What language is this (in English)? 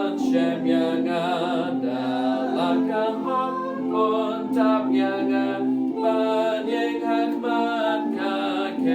Khasi